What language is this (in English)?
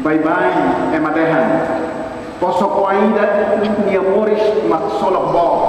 Tetum